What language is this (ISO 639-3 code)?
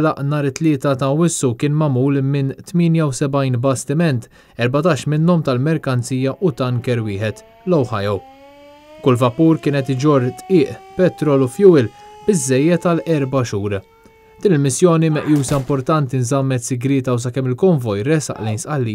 mlt